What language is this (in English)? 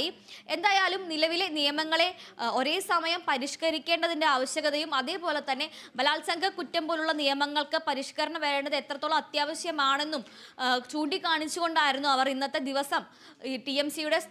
Malayalam